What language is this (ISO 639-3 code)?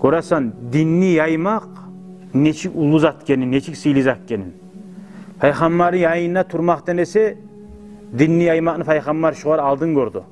kum